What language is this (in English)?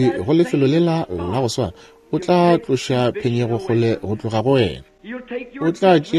Northern Sotho